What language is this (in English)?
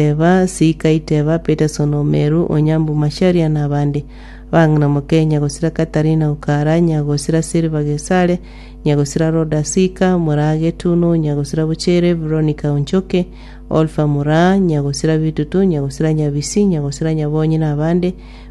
Gusii